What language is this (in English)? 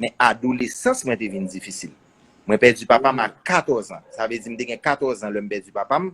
Haitian Creole